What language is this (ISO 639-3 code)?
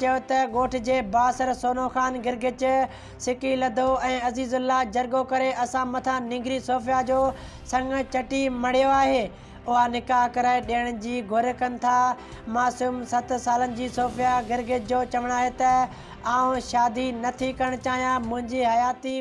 snd